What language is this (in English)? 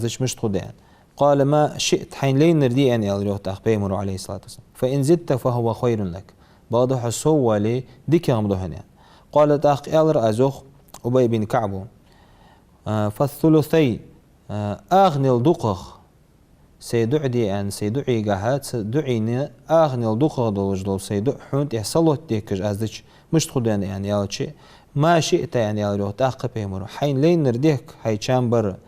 Ingush